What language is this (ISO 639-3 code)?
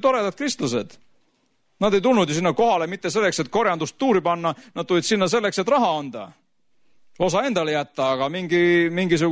est